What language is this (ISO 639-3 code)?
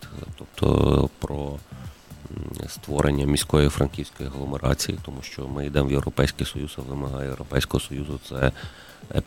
ukr